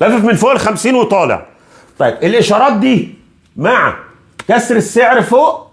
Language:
Egyptian Arabic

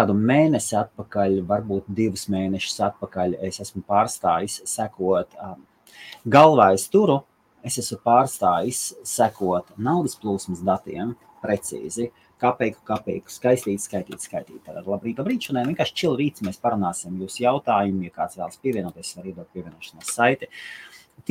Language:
Latvian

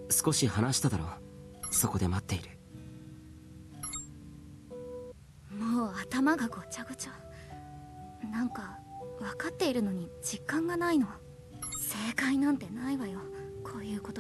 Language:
Japanese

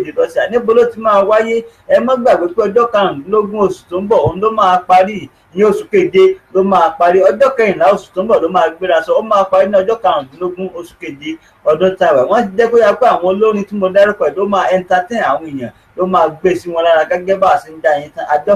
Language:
Yoruba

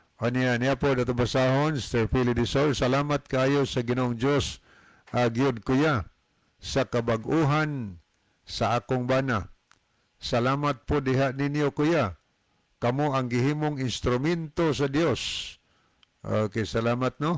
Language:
Cebuano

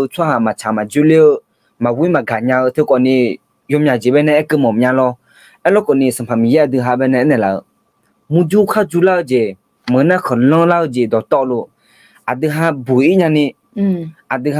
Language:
Akha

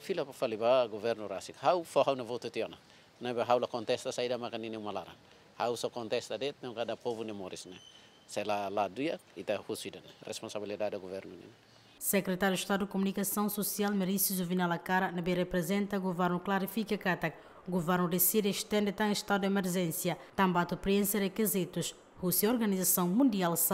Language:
Tetum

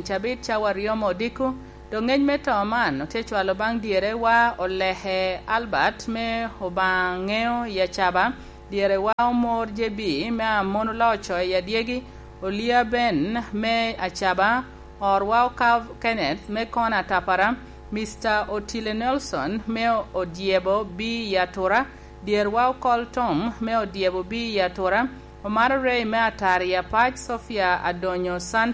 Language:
Lango (Uganda)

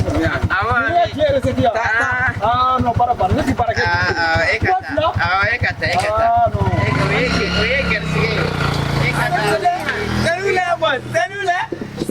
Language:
Bambara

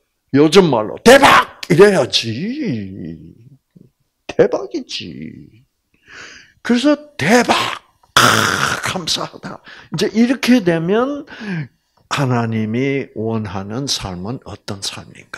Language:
Korean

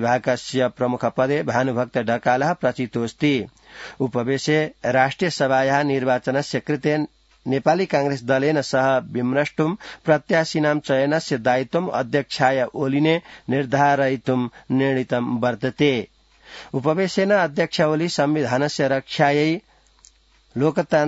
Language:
Sanskrit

